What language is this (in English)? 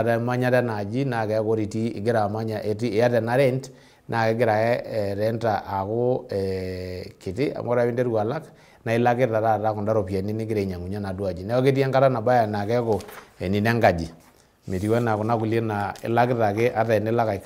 Masai